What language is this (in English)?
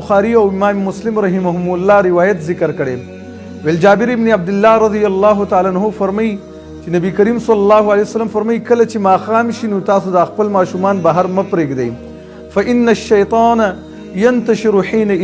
Pashto